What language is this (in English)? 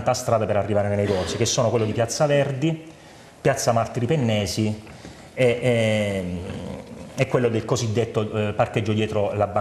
Italian